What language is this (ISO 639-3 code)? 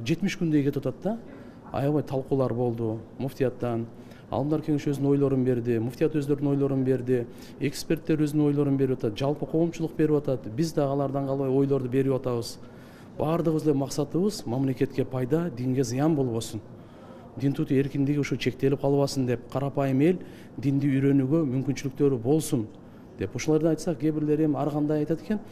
kir